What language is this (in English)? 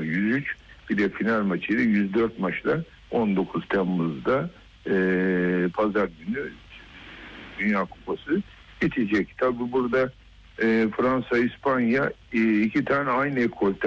Turkish